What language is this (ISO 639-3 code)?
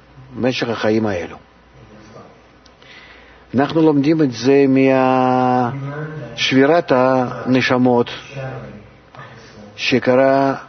heb